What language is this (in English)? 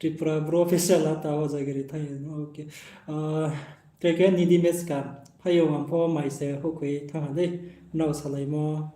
Riang (India)